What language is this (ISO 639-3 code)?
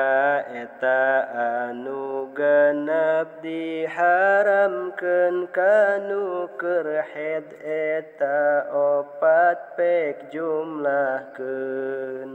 sun